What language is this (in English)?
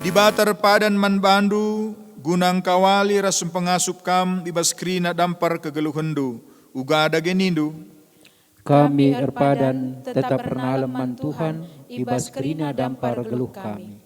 Batak Karo